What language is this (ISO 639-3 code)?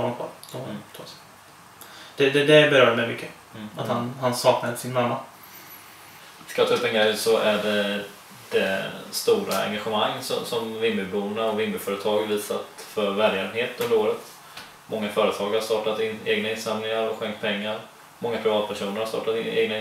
swe